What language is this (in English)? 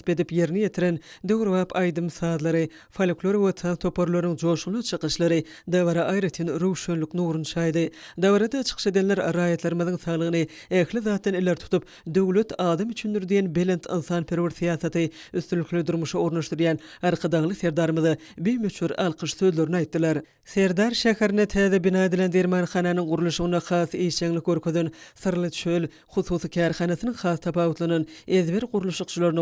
Turkmen